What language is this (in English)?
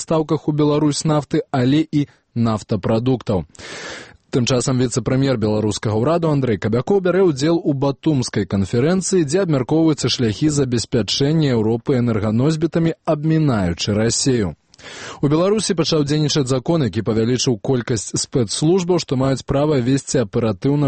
Belarusian